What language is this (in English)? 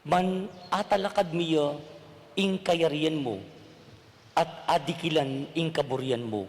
Pampanga